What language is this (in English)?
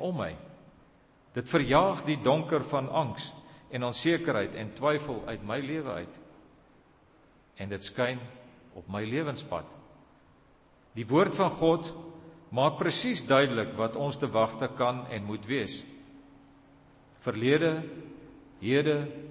Afrikaans